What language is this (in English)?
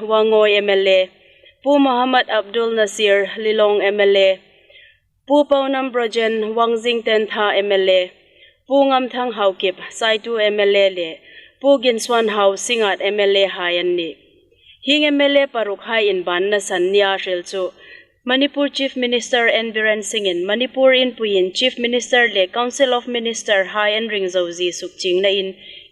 Hmar